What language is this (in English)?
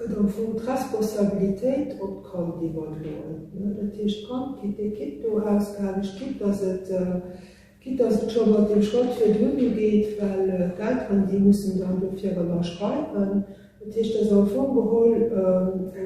Luxembourgish